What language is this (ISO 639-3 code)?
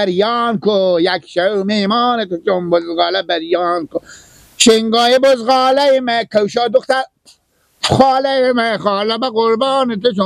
fas